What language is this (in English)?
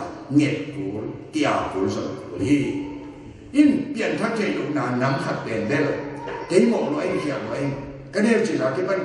Tedim Chin